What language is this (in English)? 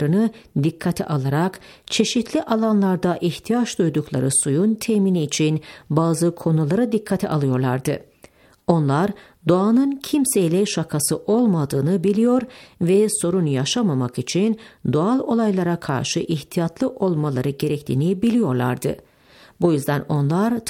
Turkish